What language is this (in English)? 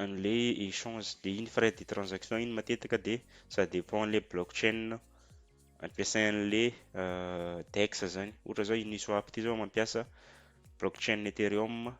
Malagasy